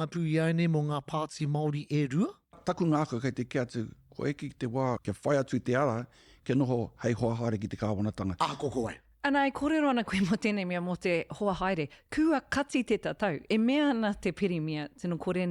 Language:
Māori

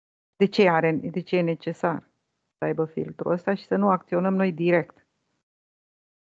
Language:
Romanian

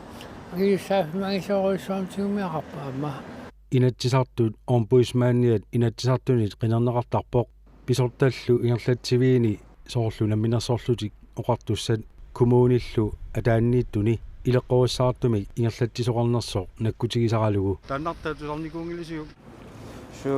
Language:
Kalaallisut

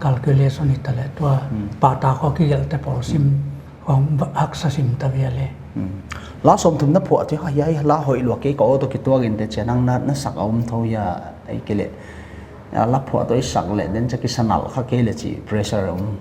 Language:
Paite Chin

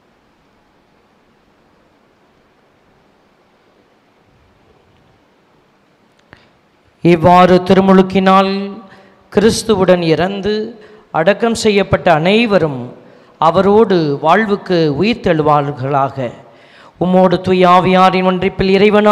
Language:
Tamil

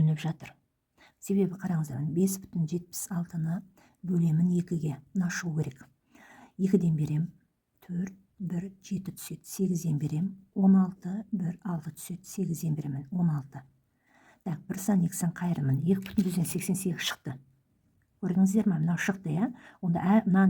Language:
Kazakh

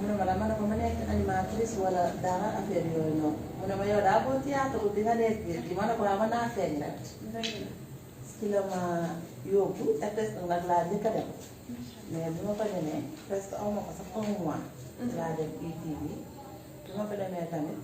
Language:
Wolof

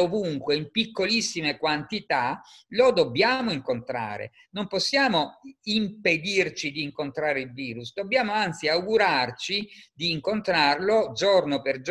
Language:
Italian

